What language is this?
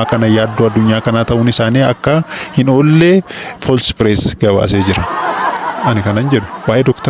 Oromo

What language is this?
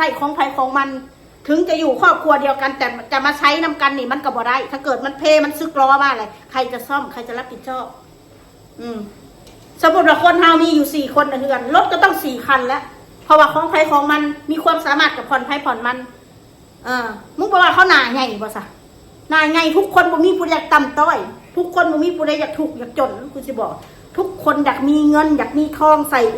Northeastern Thai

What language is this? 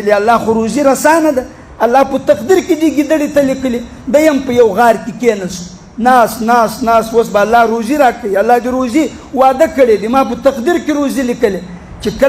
Pashto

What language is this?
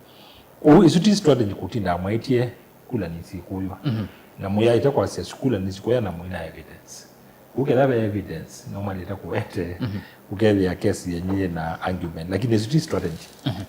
Kamba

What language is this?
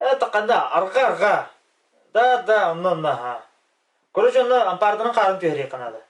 Yakut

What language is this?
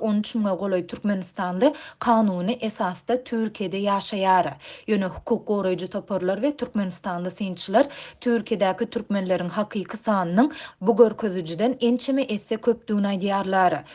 Turkmen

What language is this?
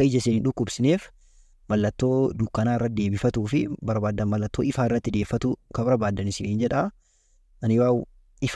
Oromo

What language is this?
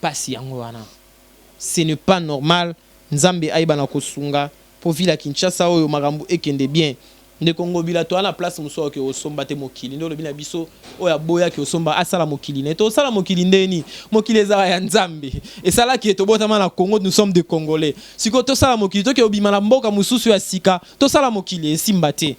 Lingala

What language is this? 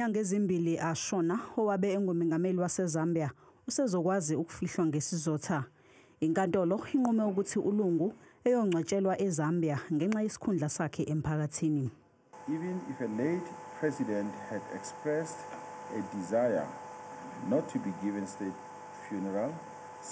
Zulu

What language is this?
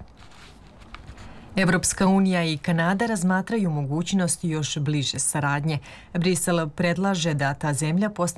Bosnian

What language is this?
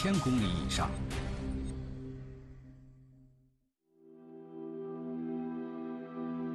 Chinese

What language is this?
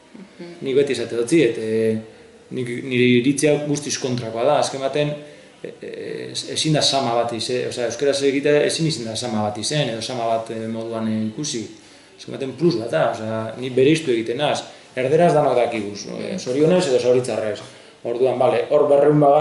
Basque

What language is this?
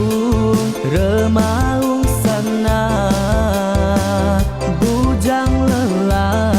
Iban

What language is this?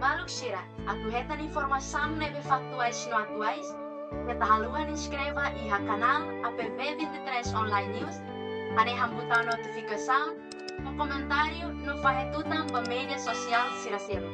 Tetum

